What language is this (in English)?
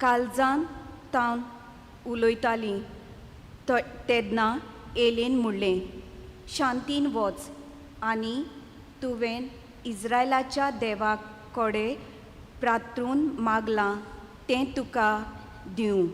Konkani